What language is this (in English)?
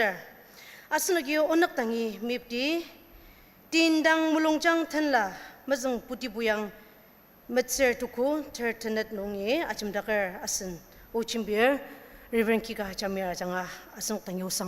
Ao Naga